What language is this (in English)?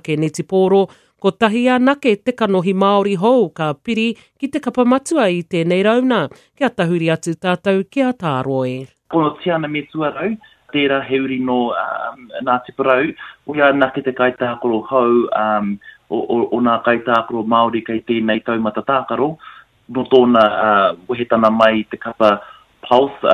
Māori